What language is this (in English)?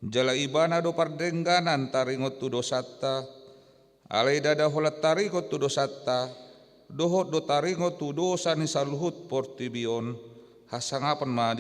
Batak Toba